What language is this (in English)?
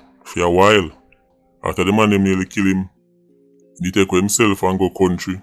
Jamaican Creole English